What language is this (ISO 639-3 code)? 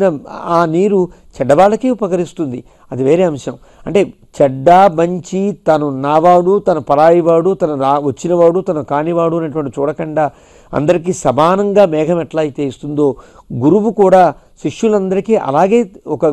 tel